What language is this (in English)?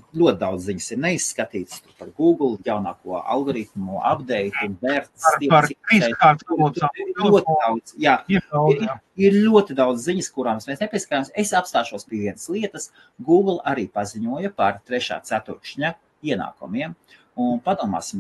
Latvian